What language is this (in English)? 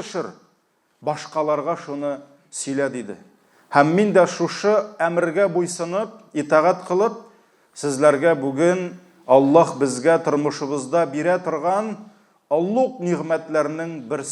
Tatar